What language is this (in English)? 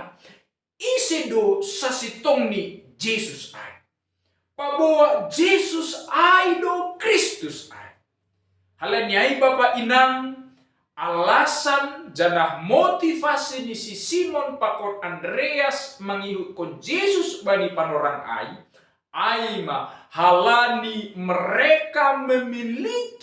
Batak Simalungun